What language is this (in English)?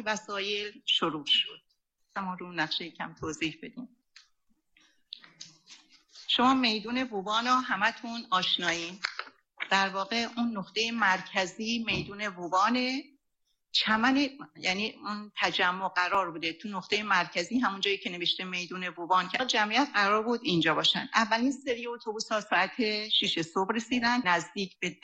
Persian